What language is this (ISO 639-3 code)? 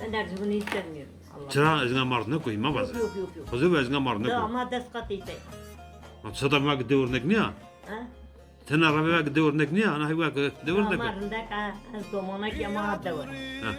zza